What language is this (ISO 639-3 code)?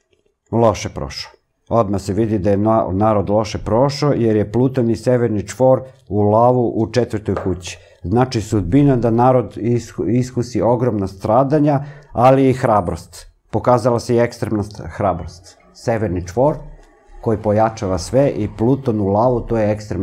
srp